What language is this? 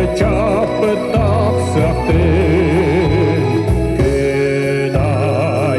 Yakut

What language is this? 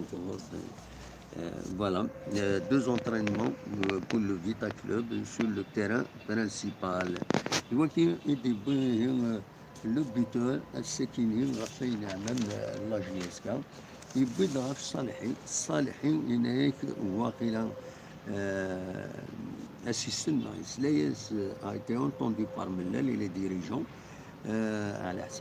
Kabyle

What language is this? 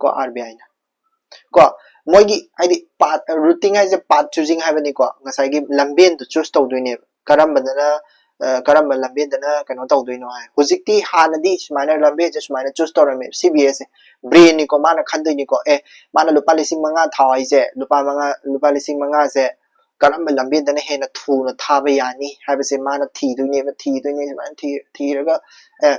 Manipuri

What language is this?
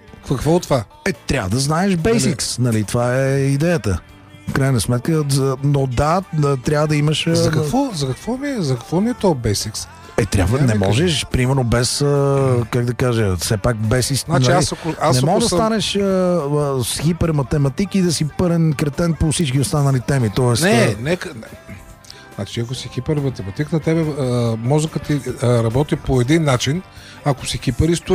Bulgarian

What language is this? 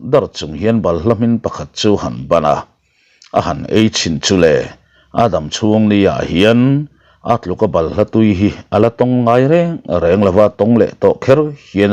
Mizo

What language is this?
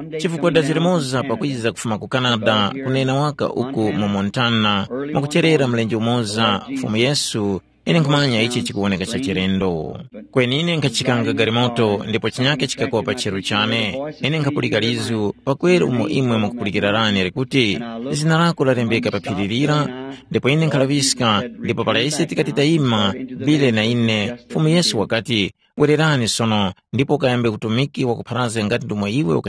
Tumbuka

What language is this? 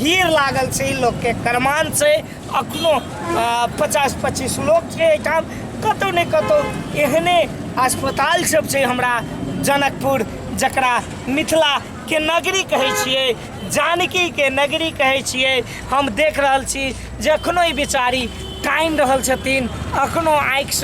Maithili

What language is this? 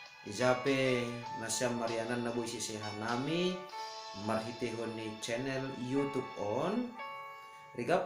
Batak Simalungun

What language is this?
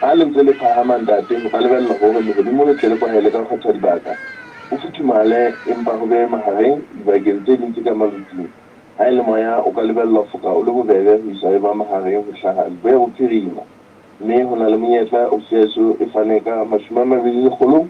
Southern Sotho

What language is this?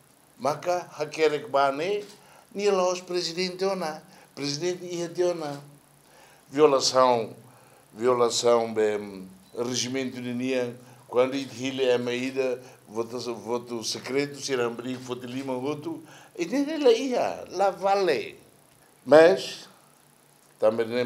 Tetum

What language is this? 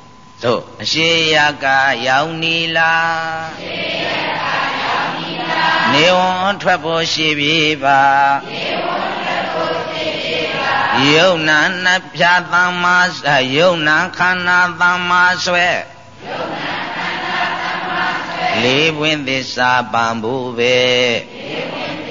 Burmese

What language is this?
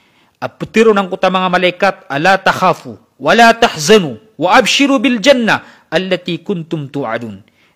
Maranao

